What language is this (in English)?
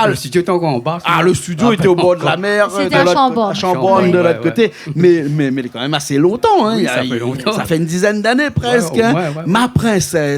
Réunion Creole French